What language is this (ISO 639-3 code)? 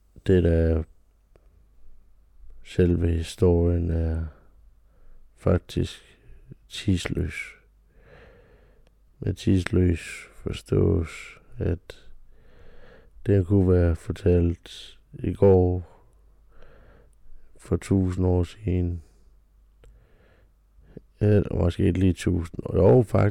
dan